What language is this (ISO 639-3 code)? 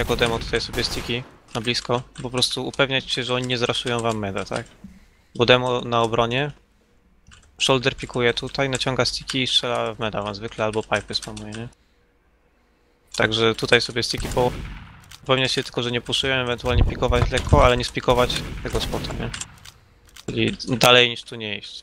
pol